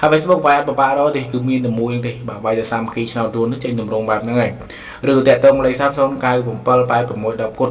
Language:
Khmer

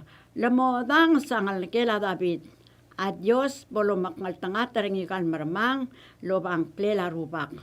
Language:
Palauan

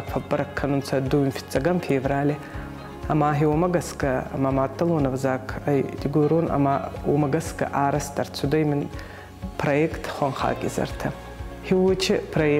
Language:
Ossetic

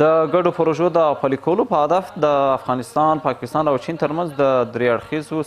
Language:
Pashto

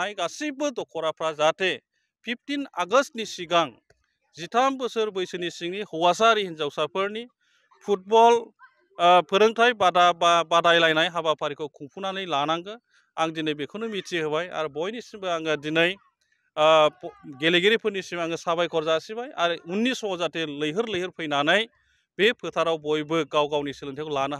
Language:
Bodo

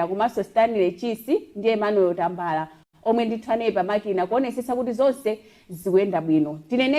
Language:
Nyanja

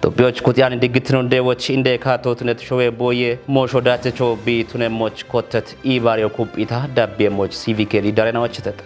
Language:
Kafa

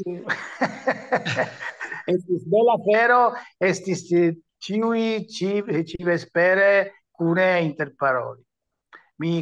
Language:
Esperanto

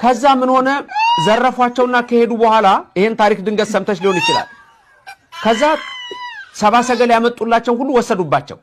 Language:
Amharic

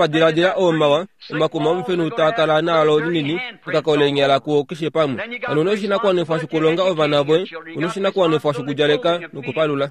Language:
Kuanyama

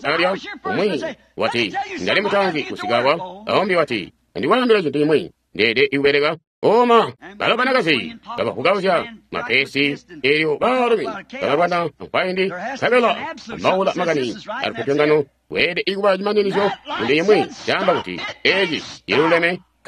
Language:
Tonga (Zambia)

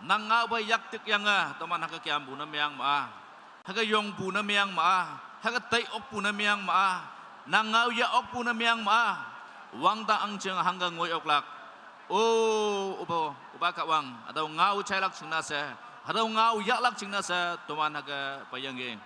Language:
Naga Pidgin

